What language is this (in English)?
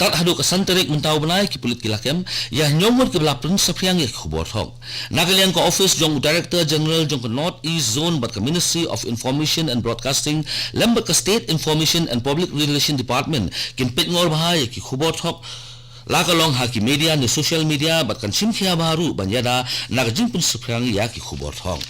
Khasi